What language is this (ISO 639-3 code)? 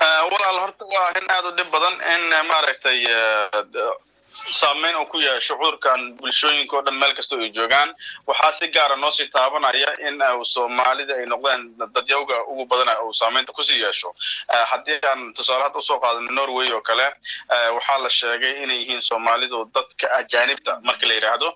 som